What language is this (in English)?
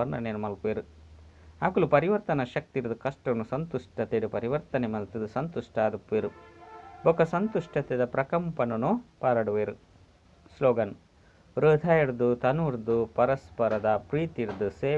Tulu